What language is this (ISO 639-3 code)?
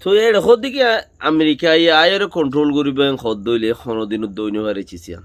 rhg